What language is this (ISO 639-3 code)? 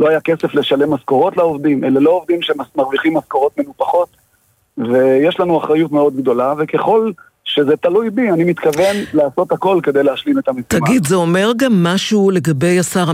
heb